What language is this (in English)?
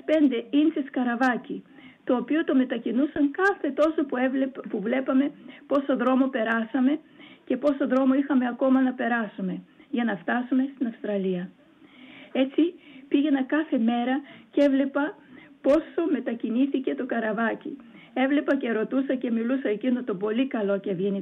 Greek